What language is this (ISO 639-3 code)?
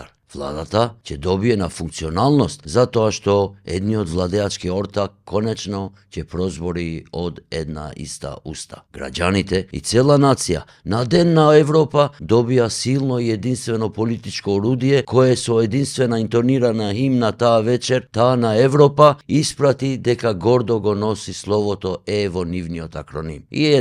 mkd